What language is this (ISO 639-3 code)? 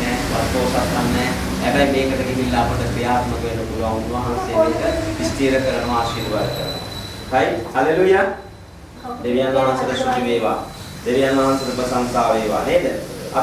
sin